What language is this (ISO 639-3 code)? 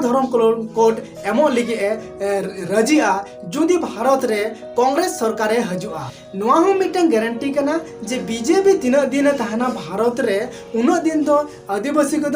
sat